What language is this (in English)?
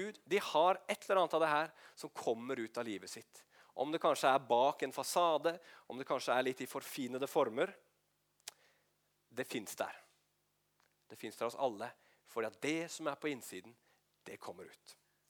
Norwegian